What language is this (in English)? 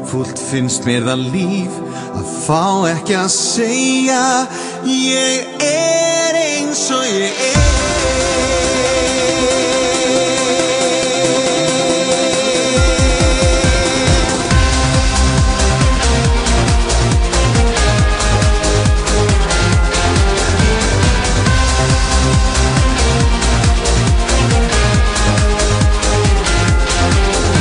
Icelandic